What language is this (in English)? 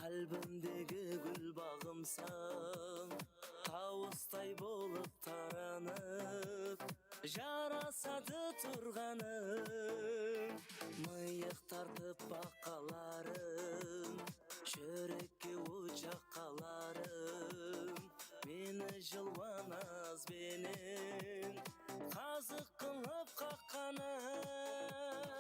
Kara-Kalpak